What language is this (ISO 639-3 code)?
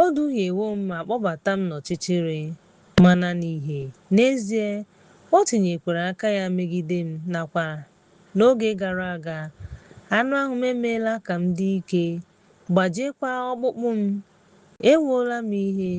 ibo